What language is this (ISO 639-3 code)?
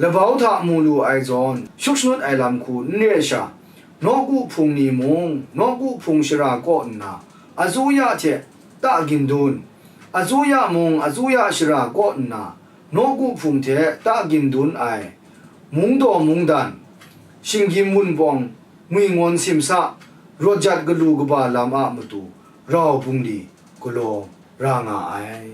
kac